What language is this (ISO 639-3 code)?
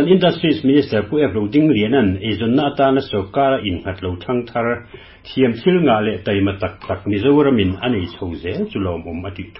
lus